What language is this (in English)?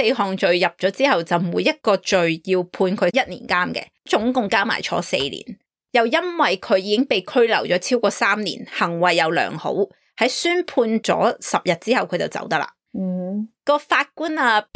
Cantonese